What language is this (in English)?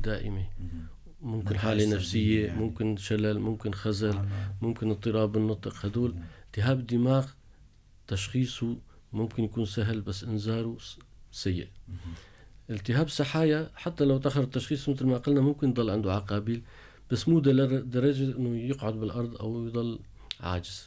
North Levantine Arabic